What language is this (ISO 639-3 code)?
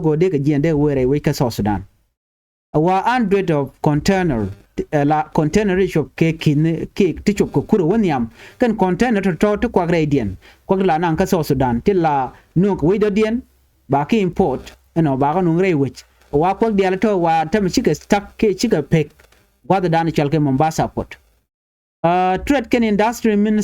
nus